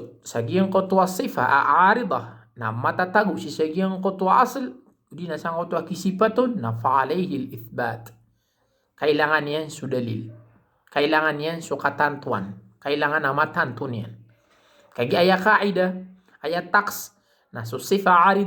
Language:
Maranao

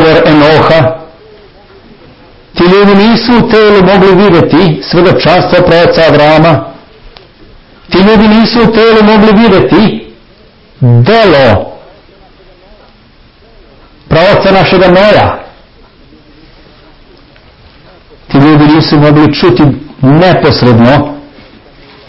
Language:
Serbian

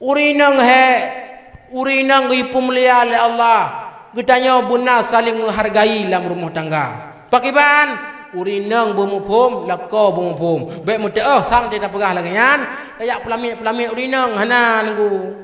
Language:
Achinese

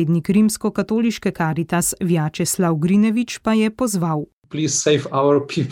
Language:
Slovenian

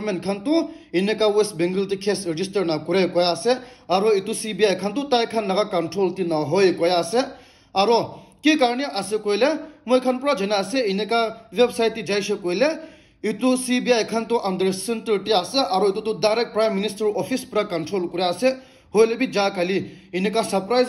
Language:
Naga Pidgin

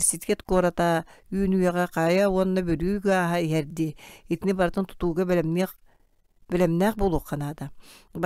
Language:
Yakut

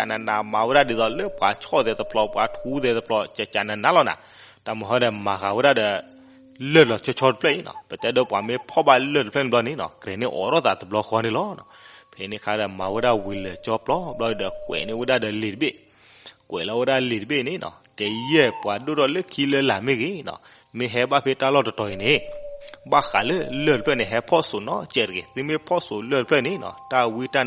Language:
S'gaw Karen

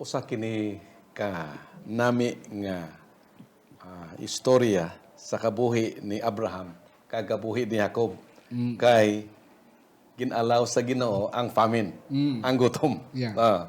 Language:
Hiligaynon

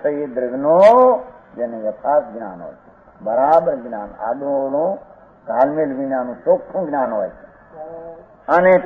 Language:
Gujarati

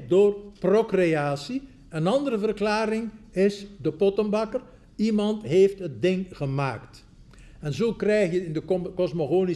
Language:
Dutch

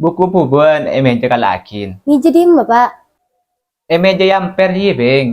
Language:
Madurese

